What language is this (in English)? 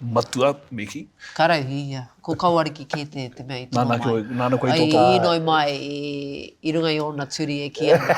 Māori